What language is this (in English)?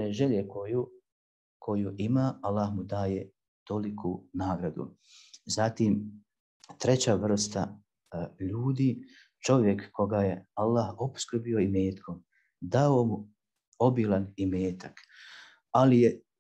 Bosnian